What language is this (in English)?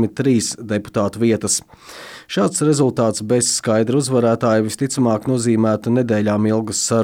Latvian